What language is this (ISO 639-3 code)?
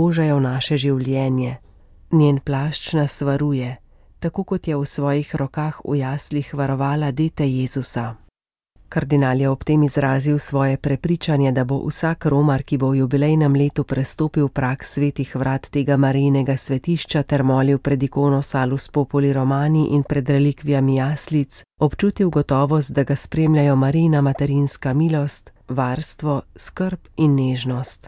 slv